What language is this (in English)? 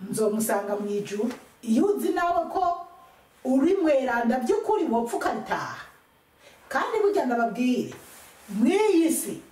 Rundi